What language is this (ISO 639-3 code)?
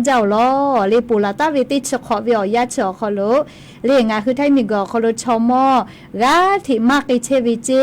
lhu